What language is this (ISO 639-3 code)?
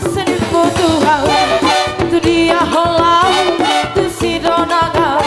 bts